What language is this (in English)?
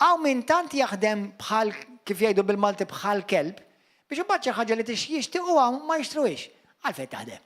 Maltese